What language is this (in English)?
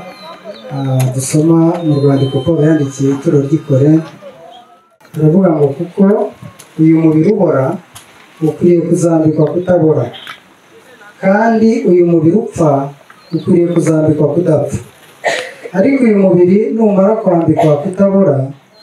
Kinyarwanda